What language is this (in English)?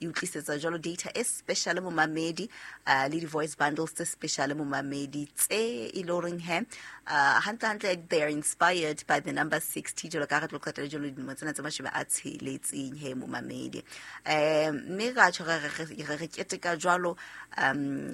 Southern Sotho